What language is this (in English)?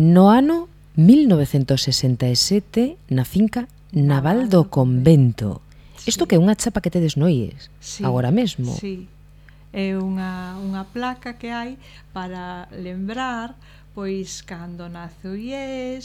Galician